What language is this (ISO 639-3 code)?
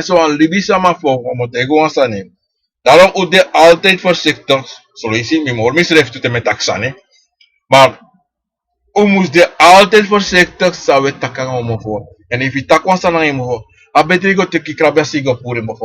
srn